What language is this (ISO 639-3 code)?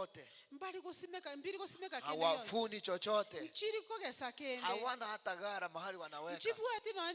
guz